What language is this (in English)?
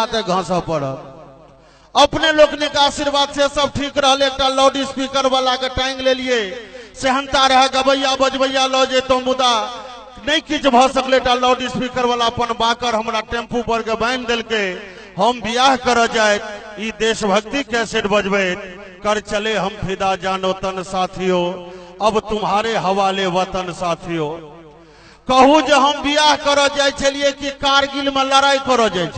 Maithili